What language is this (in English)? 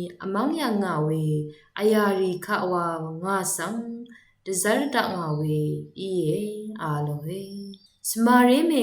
Rawang